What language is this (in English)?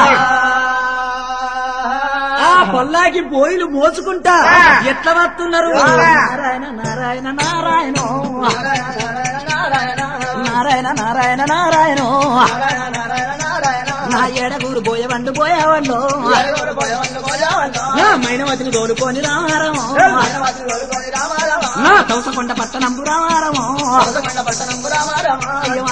Telugu